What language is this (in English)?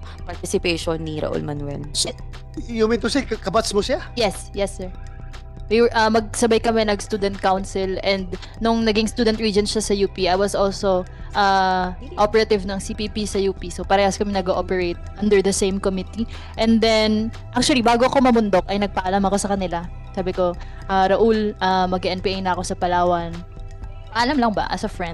Filipino